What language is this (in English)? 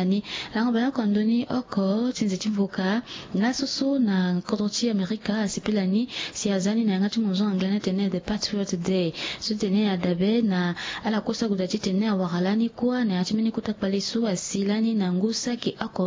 Sango